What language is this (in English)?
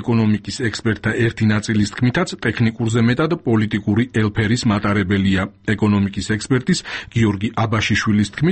Georgian